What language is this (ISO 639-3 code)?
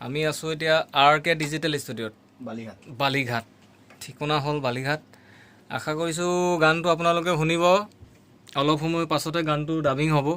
asm